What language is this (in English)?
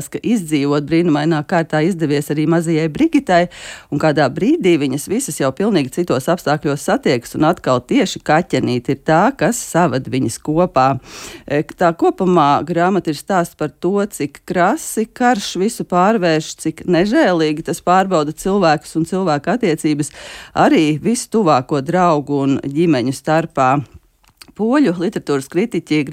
Latvian